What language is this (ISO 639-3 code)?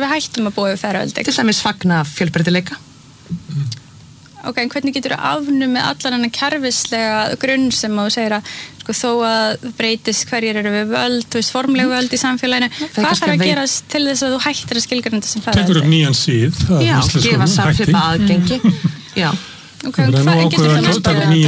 isl